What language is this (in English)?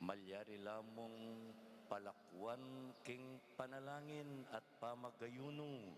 Pampanga